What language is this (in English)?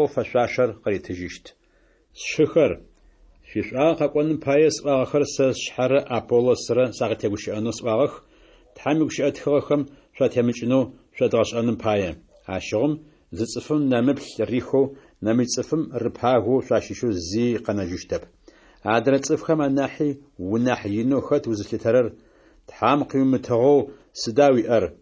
Adyghe